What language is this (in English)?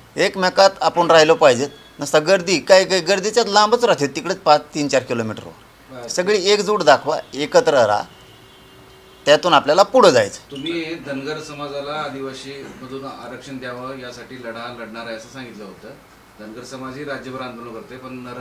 Marathi